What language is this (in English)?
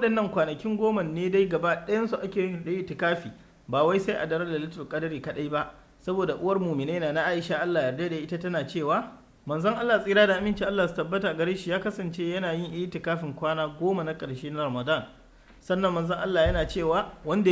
Hausa